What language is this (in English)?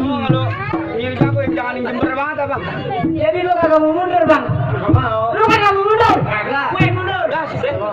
Betawi